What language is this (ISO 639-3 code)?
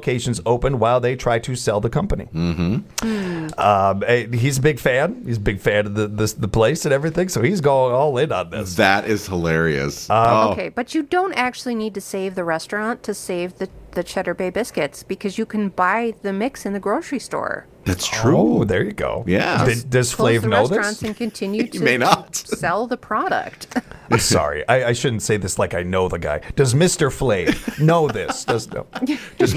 eng